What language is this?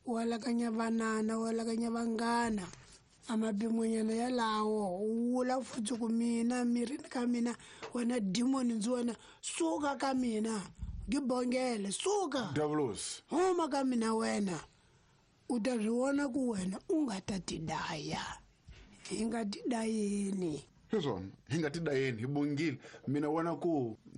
Tsonga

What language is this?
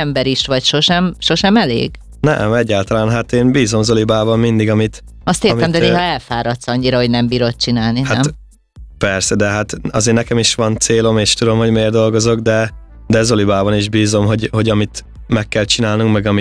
Hungarian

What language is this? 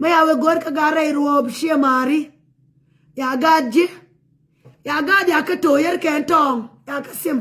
Nuer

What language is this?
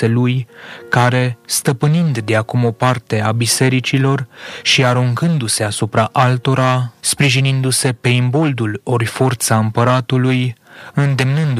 Romanian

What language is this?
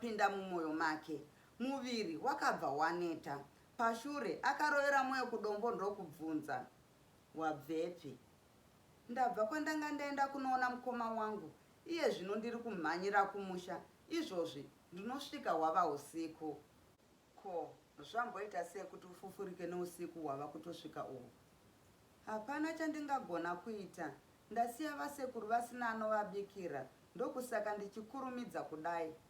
Shona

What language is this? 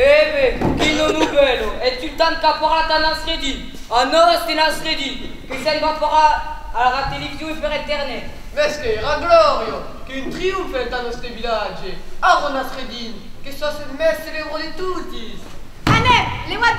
Occitan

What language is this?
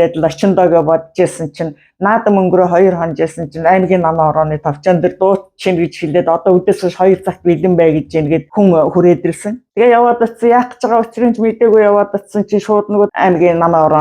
Mongolian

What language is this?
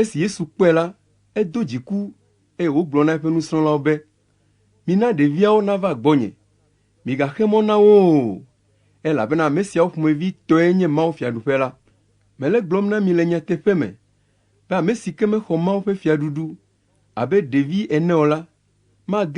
Ewe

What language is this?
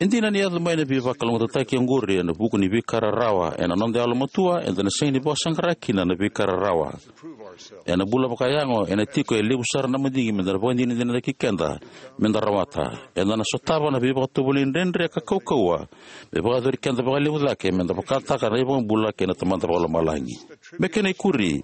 Fijian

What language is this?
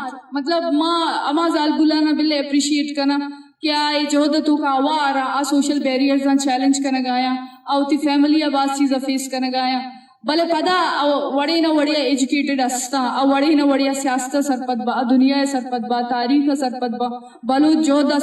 Eastern Balochi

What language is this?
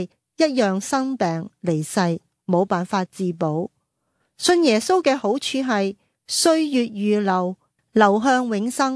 Cantonese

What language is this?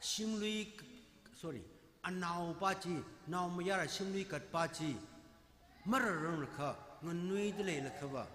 Tangkhul Naga (India)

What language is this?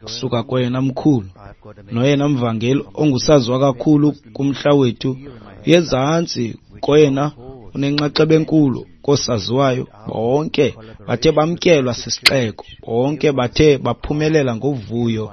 Xhosa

